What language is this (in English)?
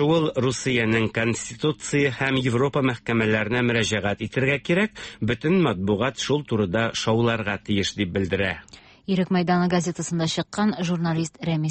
Tatar